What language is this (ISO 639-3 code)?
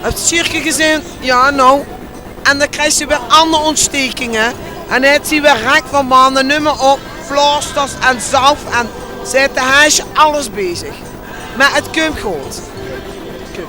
lim